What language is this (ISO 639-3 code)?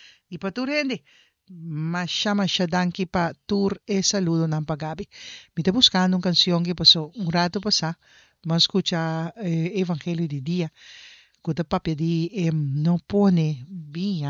pap